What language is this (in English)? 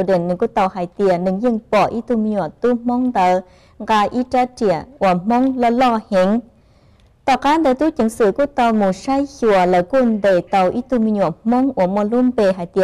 Hmong